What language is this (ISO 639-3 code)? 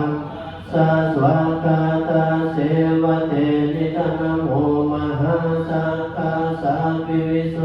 pli